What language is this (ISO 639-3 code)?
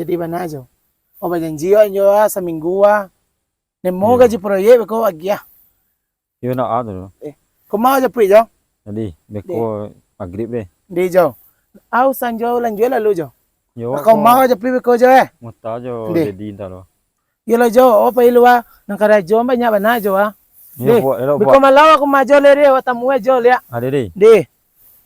min